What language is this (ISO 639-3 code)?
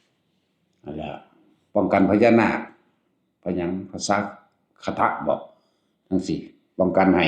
tts